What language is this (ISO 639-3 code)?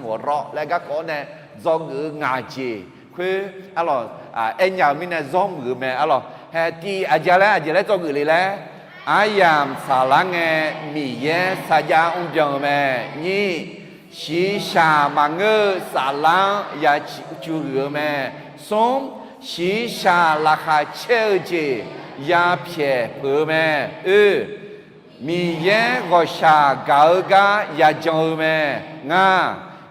ahk